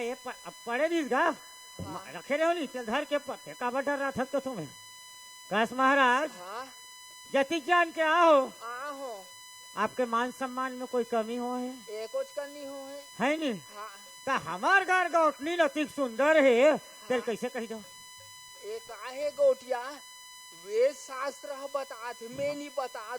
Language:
Chhattisgarhi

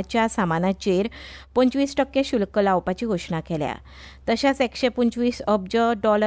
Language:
Konkani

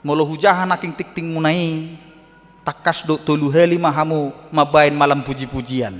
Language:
Batak Toba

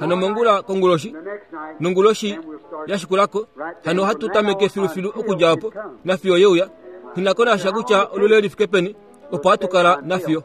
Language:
Kuanyama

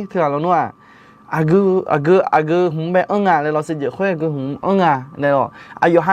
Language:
Akha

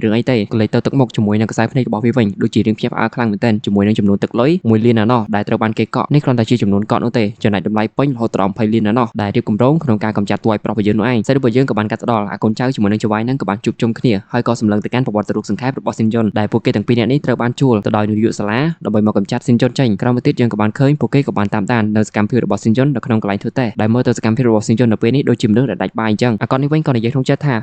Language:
Khmer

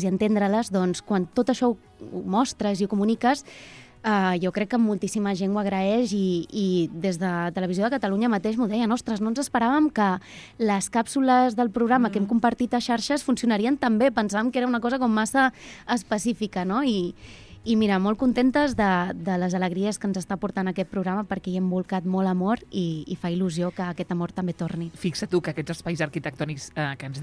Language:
Catalan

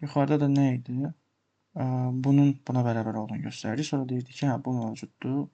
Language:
Azerbaijani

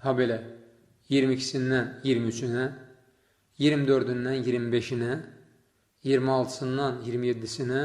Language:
Azerbaijani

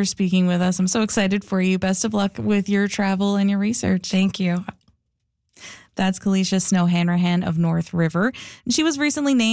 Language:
English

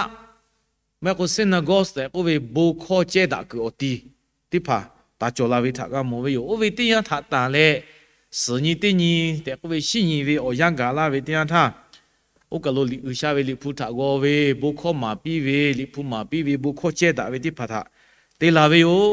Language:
Lahu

